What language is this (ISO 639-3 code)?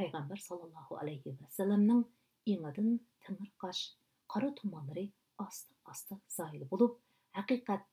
uig